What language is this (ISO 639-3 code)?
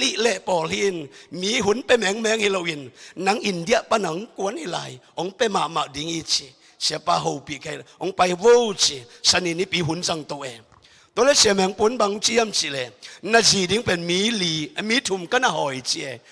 ctd